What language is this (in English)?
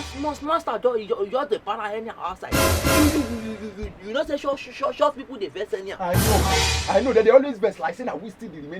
Nigerian Pidgin